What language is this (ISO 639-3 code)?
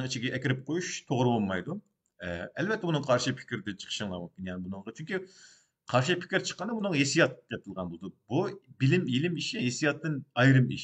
uig